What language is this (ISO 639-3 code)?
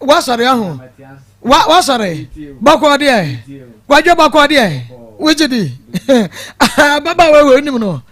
aka